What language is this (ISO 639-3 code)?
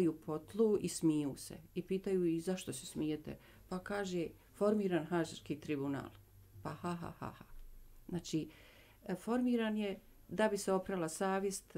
bos